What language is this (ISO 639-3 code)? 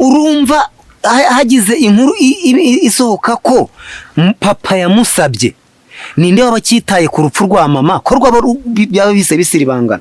kin